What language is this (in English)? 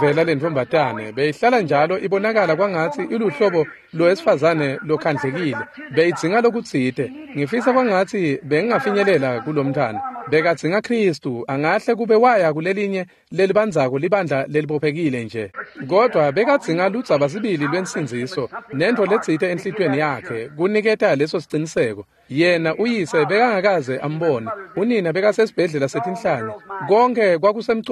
Swati